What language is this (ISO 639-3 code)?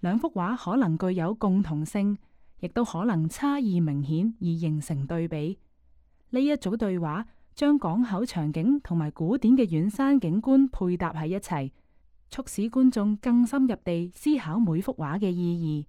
yue